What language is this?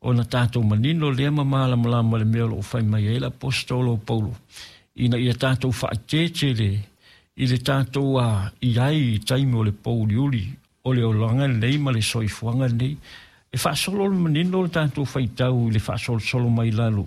Samoan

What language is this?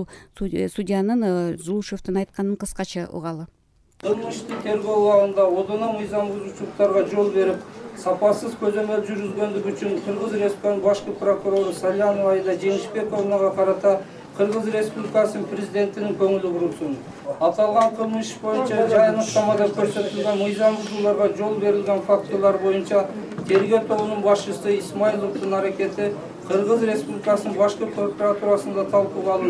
Kyrgyz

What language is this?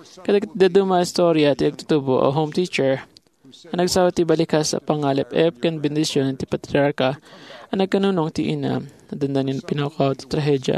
Iloko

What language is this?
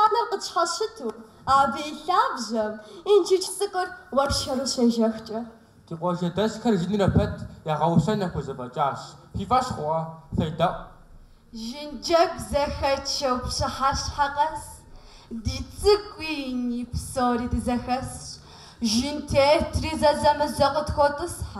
Kabardian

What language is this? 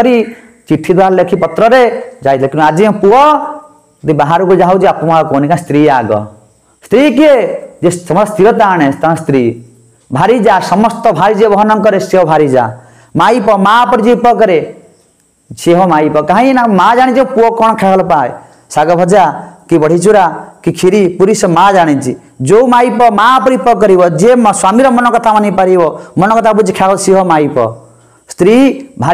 Odia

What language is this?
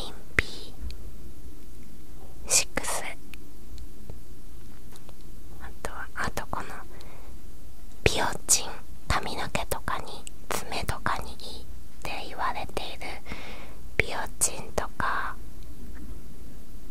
Japanese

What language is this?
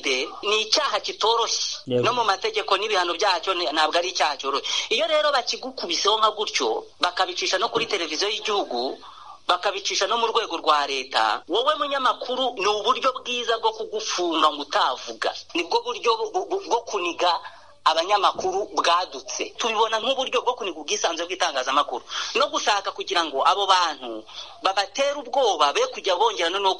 Kinyarwanda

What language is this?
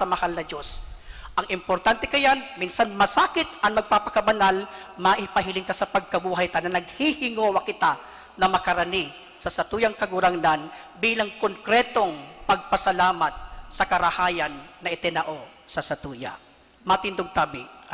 Bikol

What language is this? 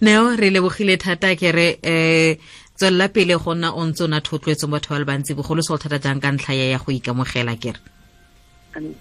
Tswana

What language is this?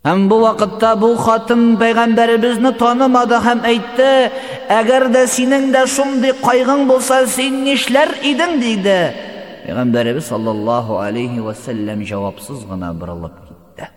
Tatar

